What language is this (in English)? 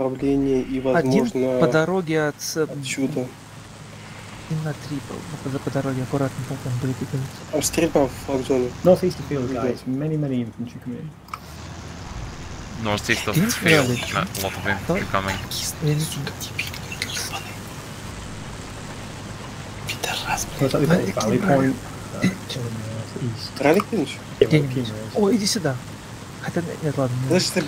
Russian